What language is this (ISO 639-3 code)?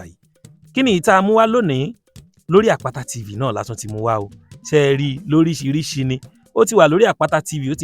yor